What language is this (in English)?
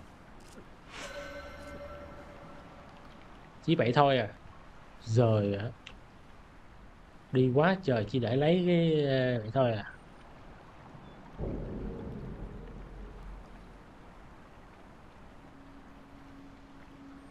Vietnamese